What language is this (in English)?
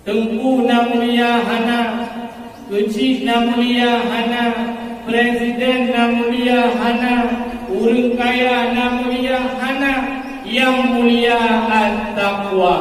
Achinese